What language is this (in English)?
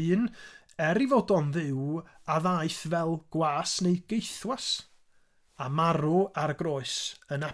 Welsh